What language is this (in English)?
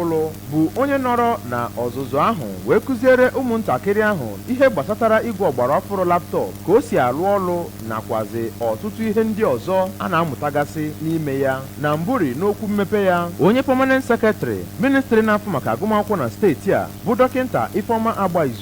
Igbo